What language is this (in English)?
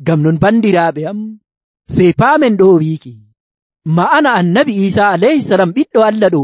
Nigerian Fulfulde